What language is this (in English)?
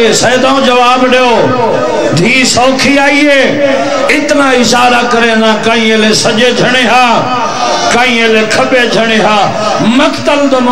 Saraiki